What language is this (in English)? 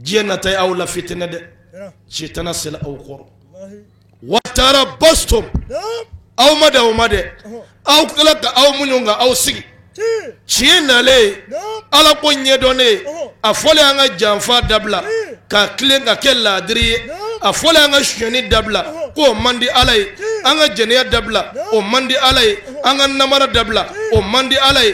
Bambara